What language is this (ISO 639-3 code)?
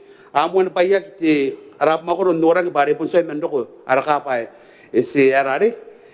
gil